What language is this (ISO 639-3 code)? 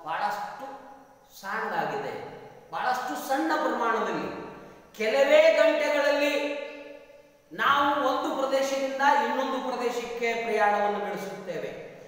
kan